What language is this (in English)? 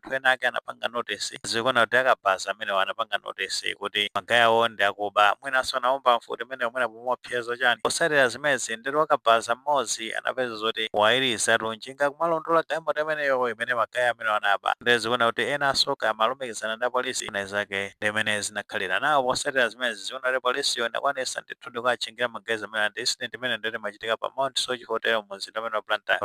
Nyanja